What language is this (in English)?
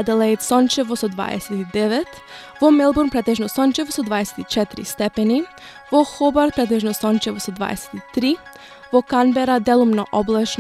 Macedonian